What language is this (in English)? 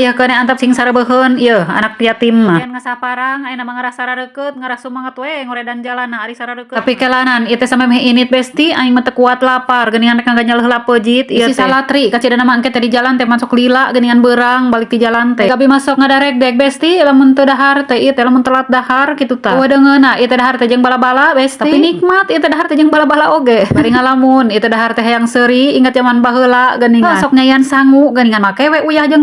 Sundanese